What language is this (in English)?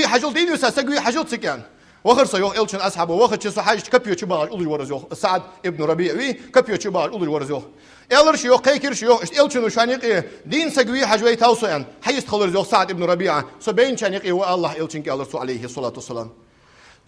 Ingush